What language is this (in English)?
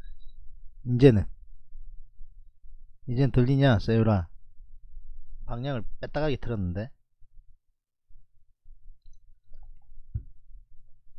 Korean